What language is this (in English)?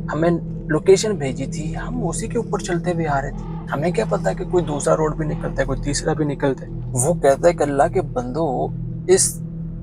Urdu